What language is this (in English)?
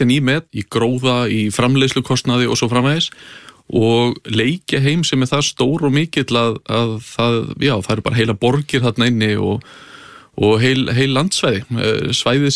Icelandic